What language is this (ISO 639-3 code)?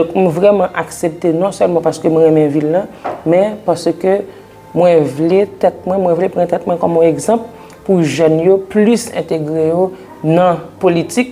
hat